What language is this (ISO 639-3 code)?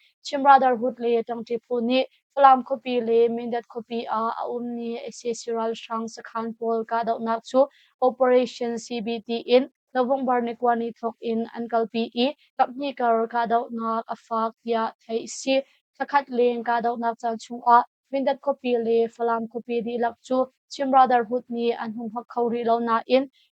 cnh